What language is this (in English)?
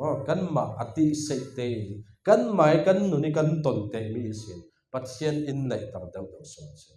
Falam Chin